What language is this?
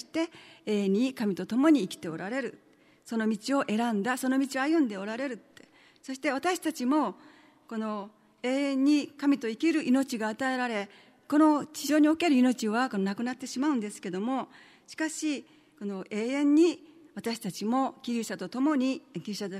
Japanese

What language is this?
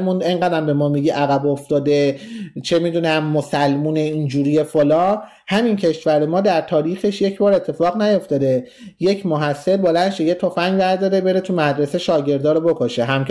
Persian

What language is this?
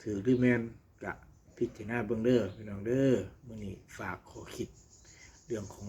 Northeastern Thai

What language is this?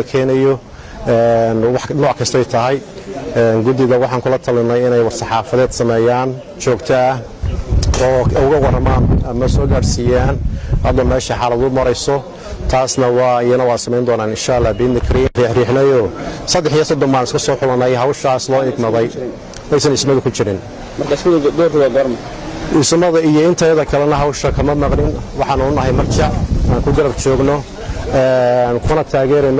Somali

